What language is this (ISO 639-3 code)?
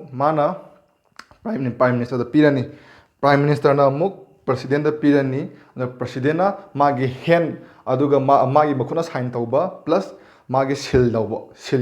mni